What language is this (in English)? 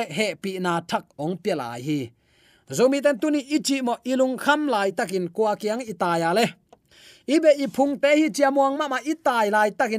Tedim Chin